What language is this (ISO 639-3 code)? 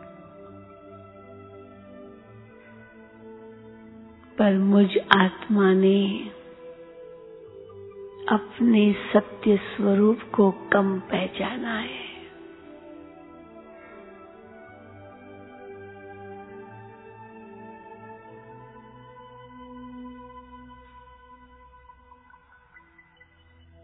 hin